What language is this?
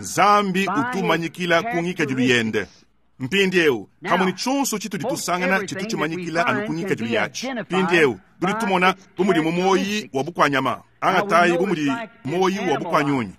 Luba-Lulua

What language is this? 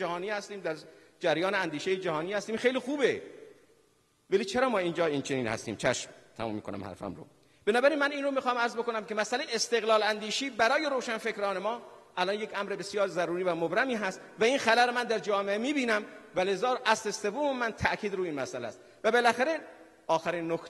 Persian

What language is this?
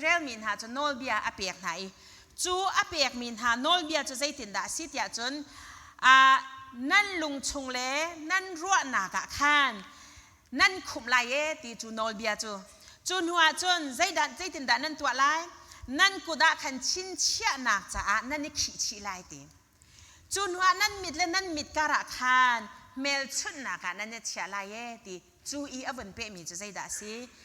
Hakha Chin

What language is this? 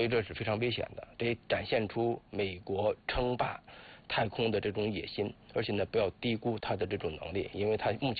Chinese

